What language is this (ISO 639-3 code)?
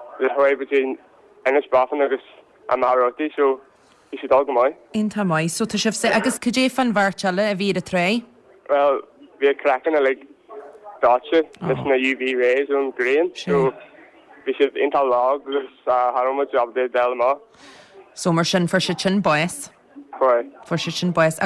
gle